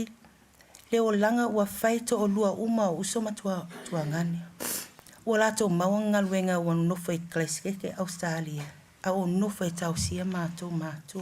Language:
Samoan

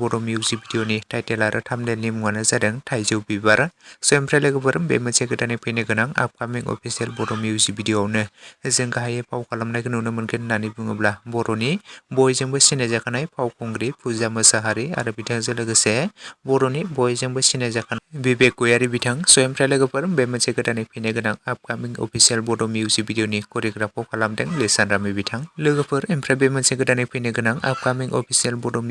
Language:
Bodo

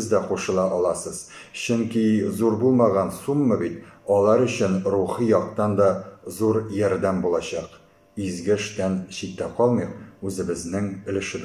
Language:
Tatar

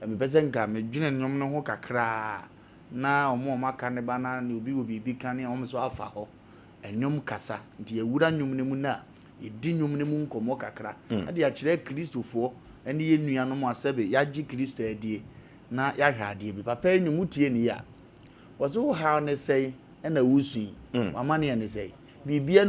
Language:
Akan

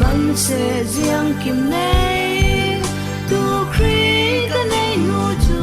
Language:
Falam Chin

